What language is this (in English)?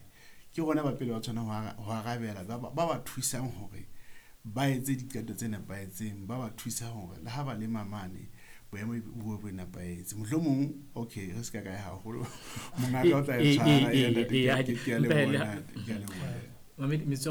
Southern Sotho